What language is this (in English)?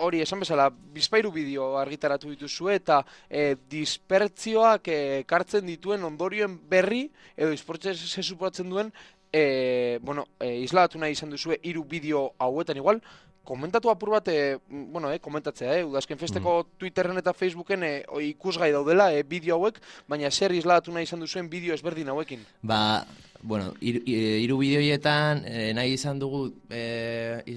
Basque